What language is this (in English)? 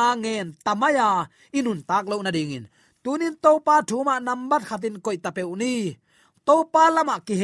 Tedim Chin